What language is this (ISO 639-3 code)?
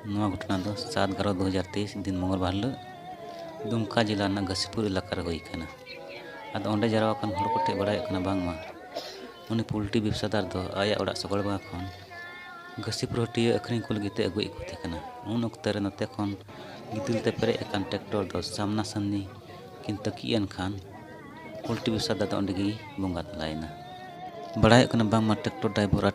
sat